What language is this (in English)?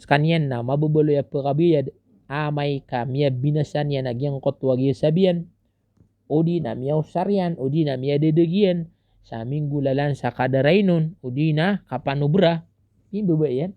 Maranao